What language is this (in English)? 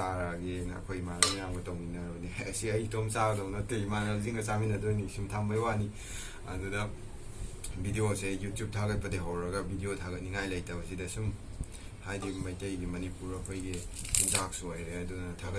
Manipuri